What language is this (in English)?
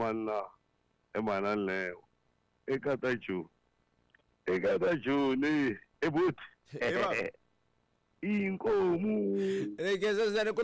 Tsonga